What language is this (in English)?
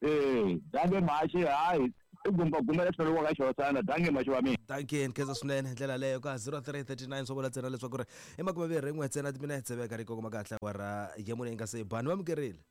Tsonga